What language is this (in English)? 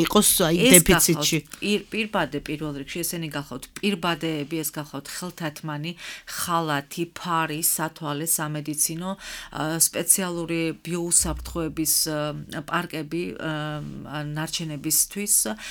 Georgian